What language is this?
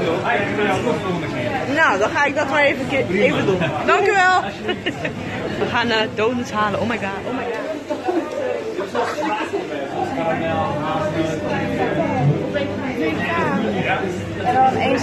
Dutch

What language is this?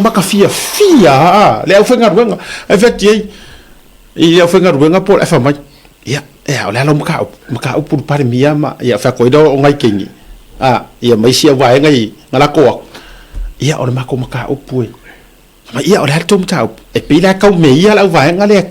Samoan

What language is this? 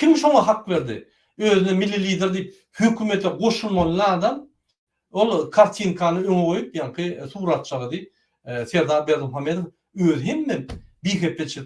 Turkmen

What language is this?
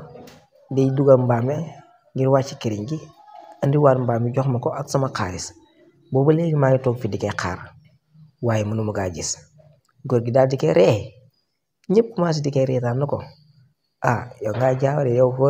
Wolof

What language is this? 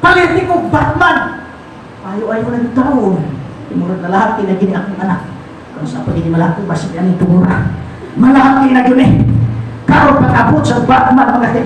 Cebuano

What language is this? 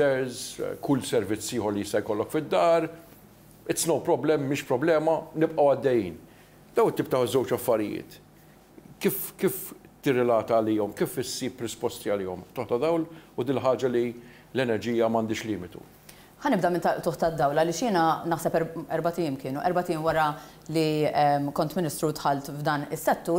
Maltese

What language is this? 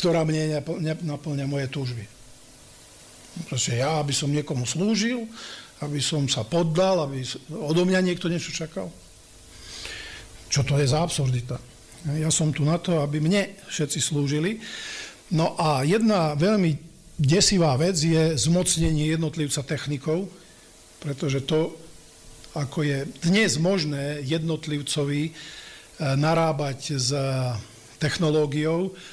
Slovak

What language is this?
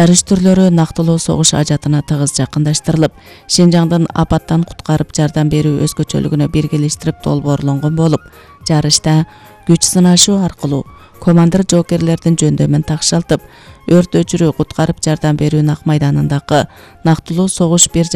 Kyrgyz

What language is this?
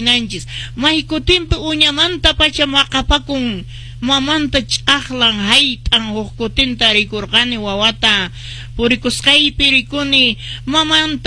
Quechua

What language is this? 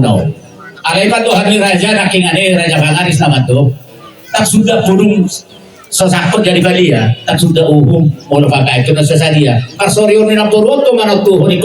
Batak Toba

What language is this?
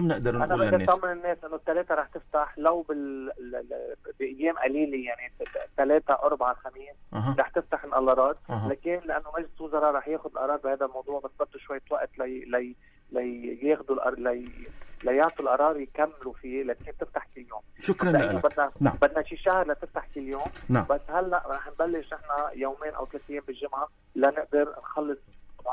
North Levantine Arabic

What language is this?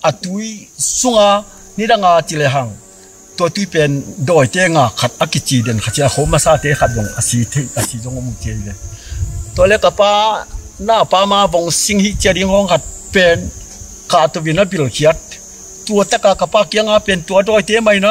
Tedim Chin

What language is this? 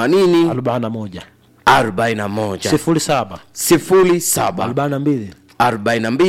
Swahili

